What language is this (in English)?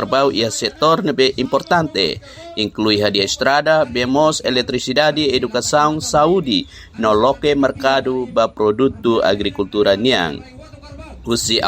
Tetum